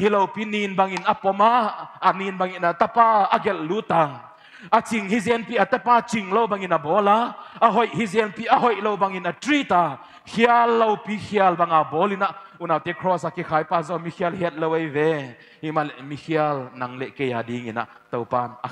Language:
Paite Chin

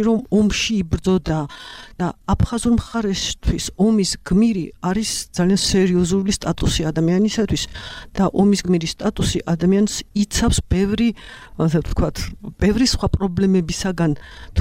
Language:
Georgian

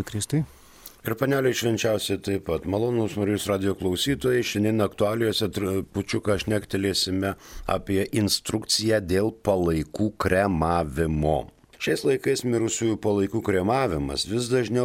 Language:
Lithuanian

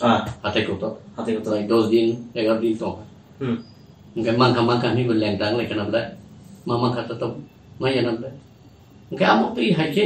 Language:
Kok Borok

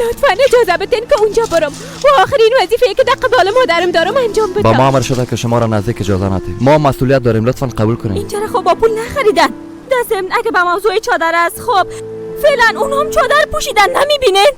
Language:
Persian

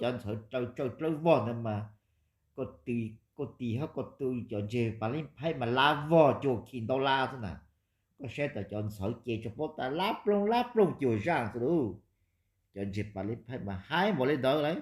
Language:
Hmong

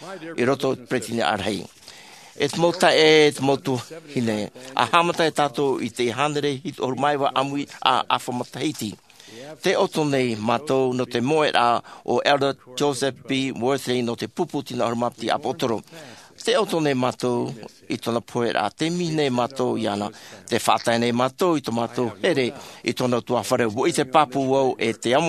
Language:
Tahitian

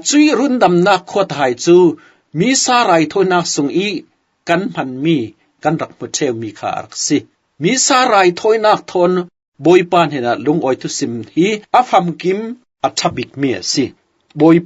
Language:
Falam Chin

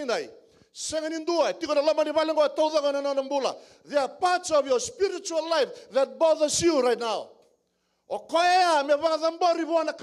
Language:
Fijian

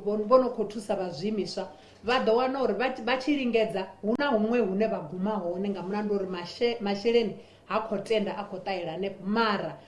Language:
Venda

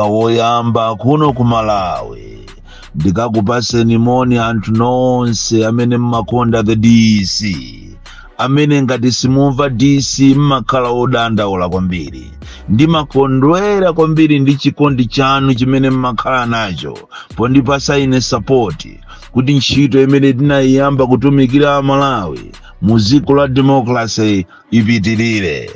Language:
Nyanja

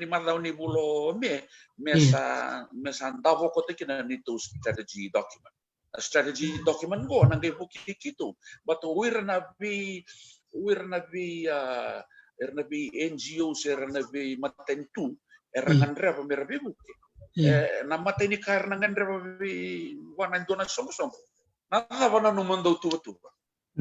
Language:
Fijian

